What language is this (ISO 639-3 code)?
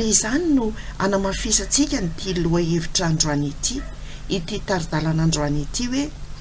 mlg